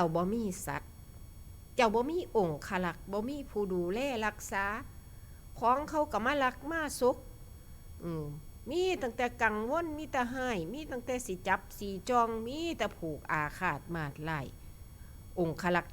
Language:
Northeastern Thai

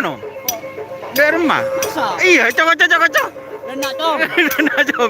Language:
Madurese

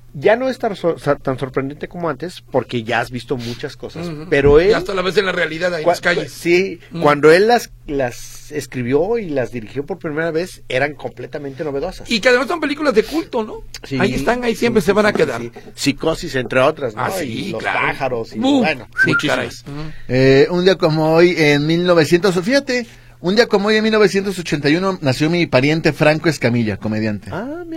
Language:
Spanish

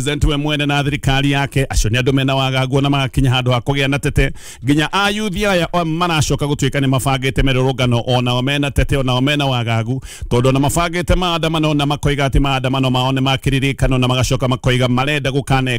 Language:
Kikuyu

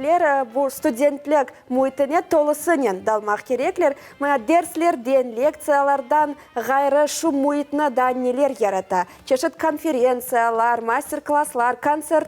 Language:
Crimean Tatar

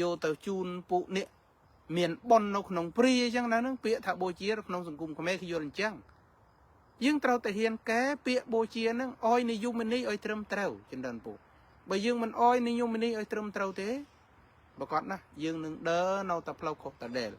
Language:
Khmer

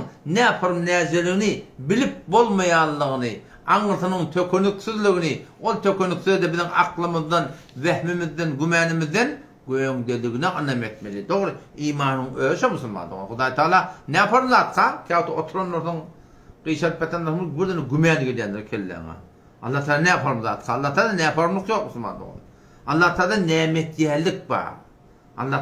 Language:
Turkmen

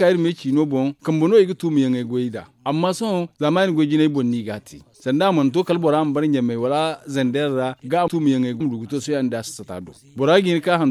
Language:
Zarma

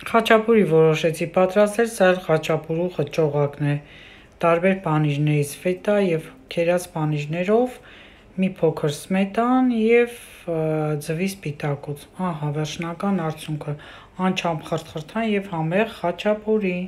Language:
Armenian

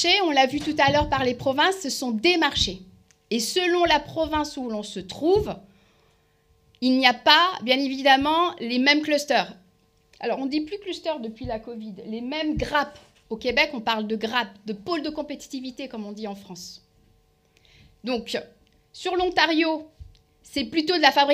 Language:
French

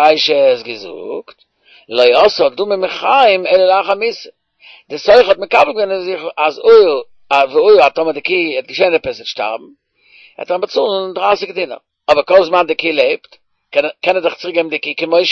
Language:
Yiddish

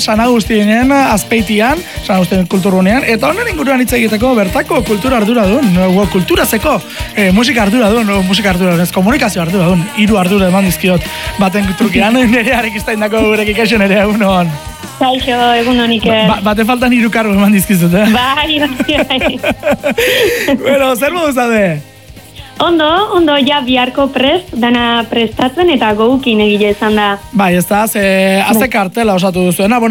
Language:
Basque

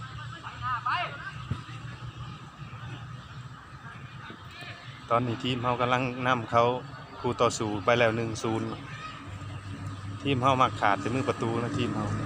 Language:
Lao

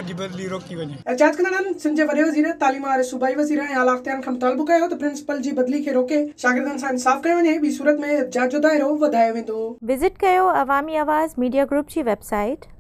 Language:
Sindhi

